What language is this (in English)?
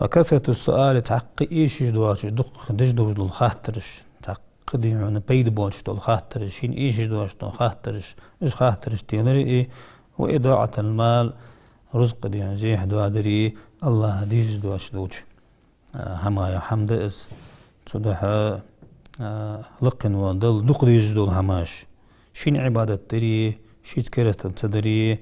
Ingush